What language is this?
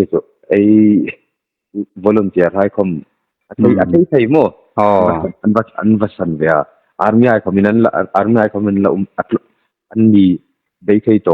Hmar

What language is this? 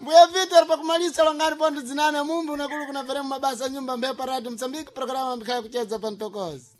Sena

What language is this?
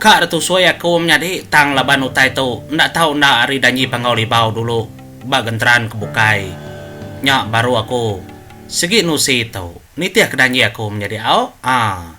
Iban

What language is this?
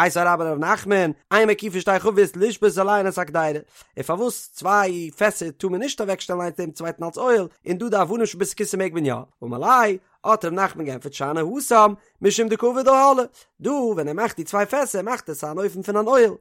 Yiddish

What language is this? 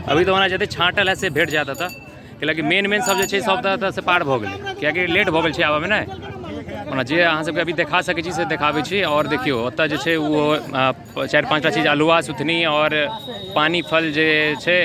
Maithili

